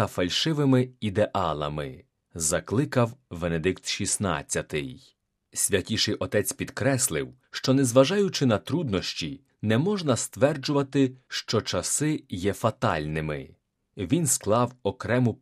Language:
Ukrainian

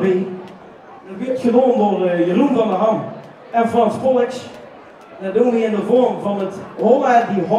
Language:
Limburgish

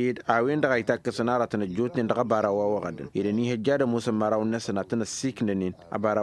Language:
Tamasheq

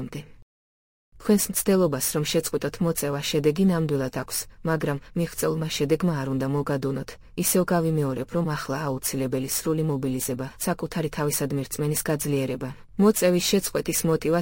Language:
Georgian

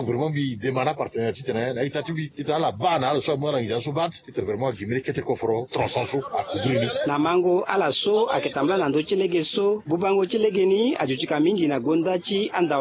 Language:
Sango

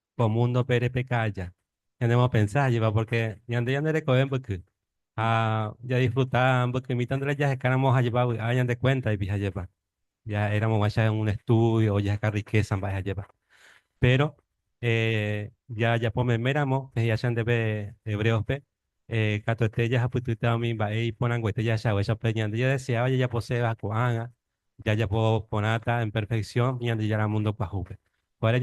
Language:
Guarani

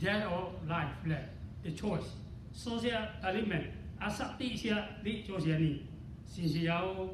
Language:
Lahu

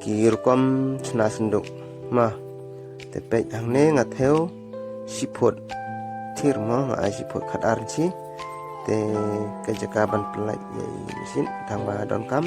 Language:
Khasi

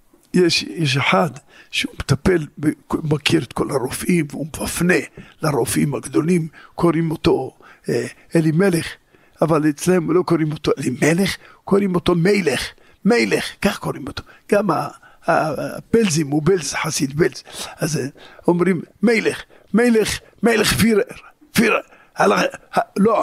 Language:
Hebrew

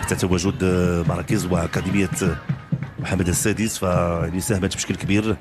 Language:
Moroccan Arabic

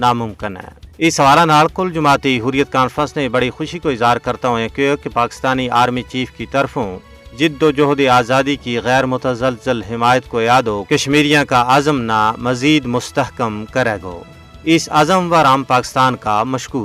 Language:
Gujari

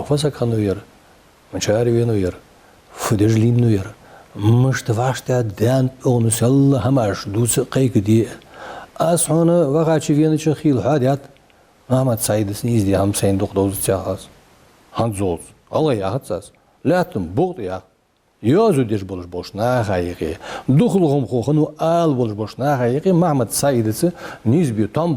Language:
Ingush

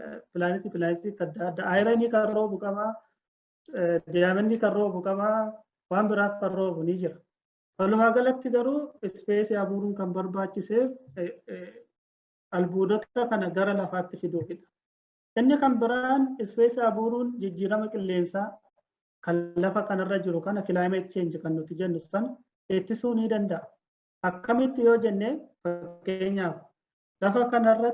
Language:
Oromo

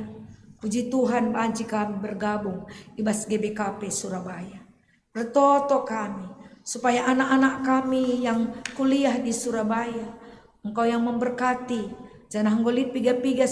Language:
Batak Karo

